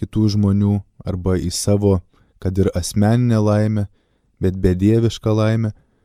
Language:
Lithuanian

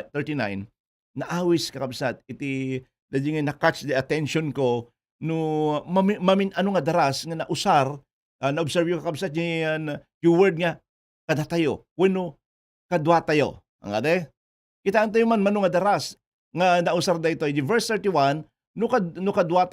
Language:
Iloko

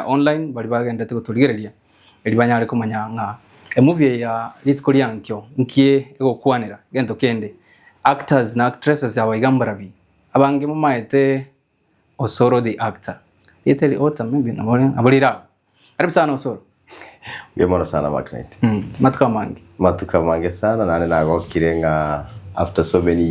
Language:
Gusii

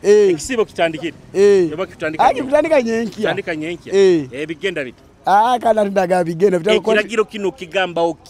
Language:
Nyoro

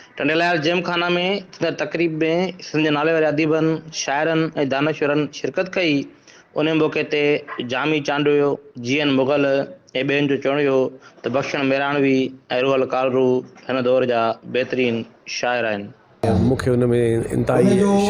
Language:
Sindhi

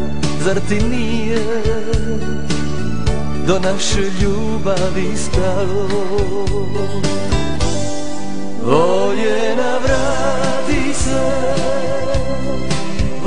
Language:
Croatian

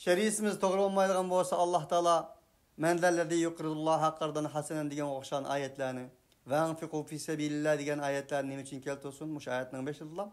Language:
Uyghur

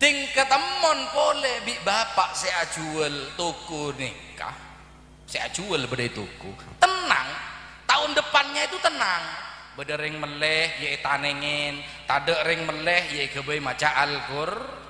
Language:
Madurese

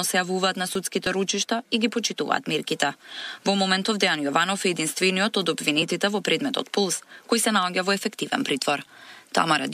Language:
Macedonian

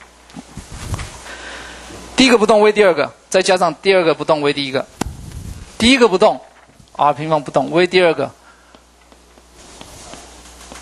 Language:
Chinese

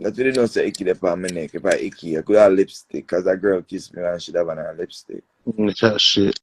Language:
Jamaican Creole English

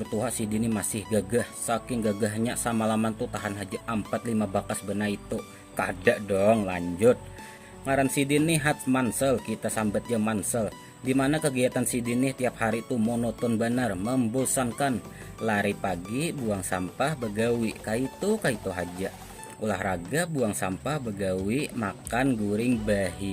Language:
Banjar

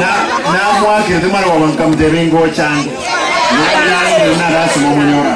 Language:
Gusii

